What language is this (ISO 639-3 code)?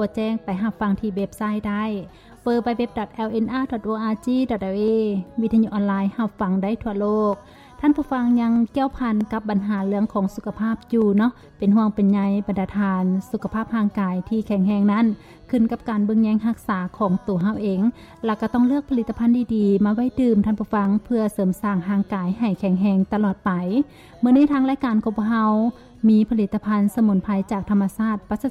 lao